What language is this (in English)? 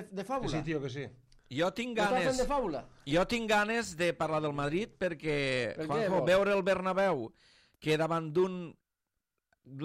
Catalan